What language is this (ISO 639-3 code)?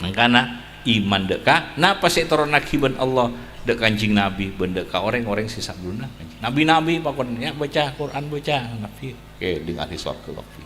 mad